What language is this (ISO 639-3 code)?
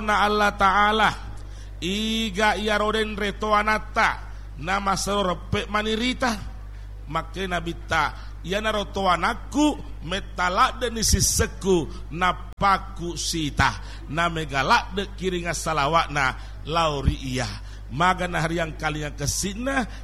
bug